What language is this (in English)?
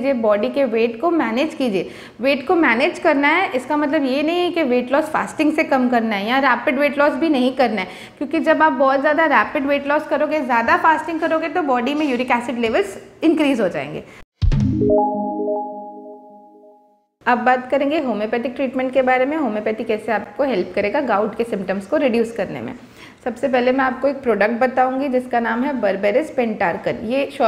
Hindi